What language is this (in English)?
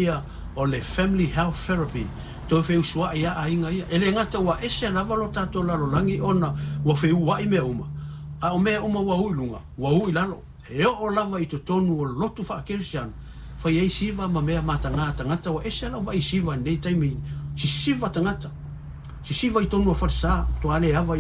Samoan